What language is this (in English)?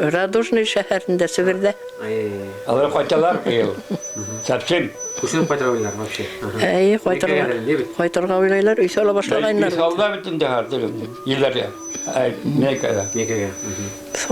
Bashkir